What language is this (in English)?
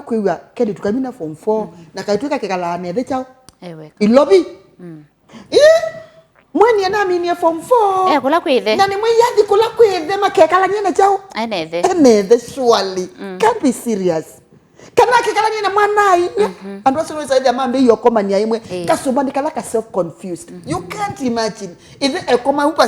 Kamba